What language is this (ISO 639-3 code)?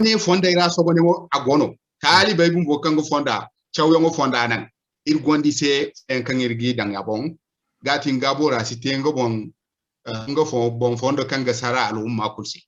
dje